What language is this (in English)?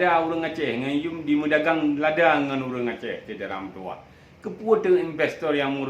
Achinese